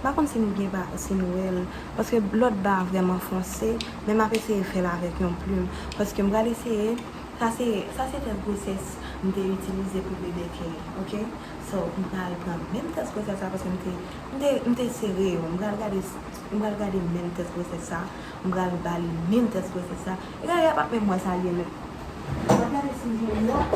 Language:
Haitian Creole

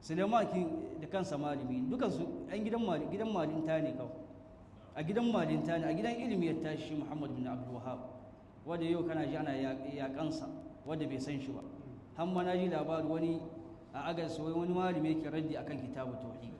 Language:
Hausa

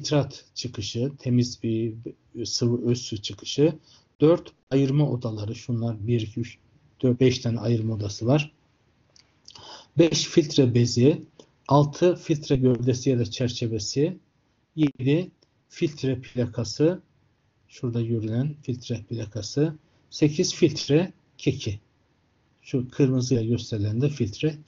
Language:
Turkish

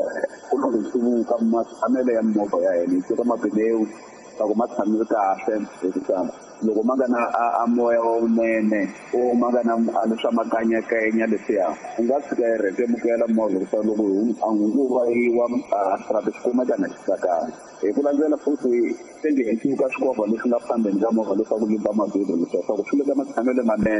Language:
Tsonga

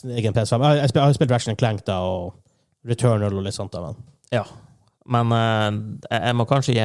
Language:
Norwegian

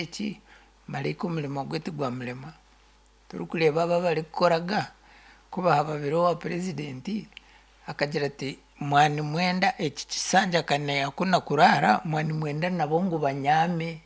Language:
Nyankole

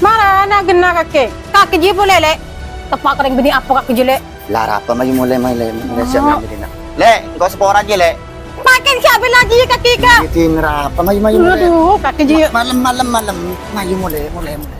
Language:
Madurese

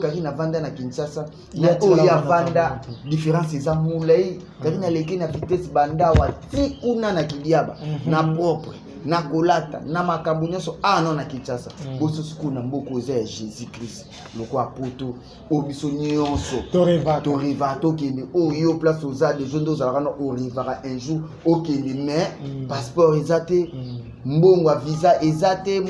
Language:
Lingala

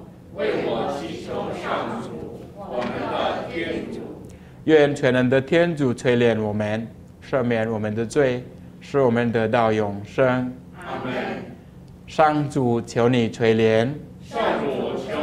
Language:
Chinese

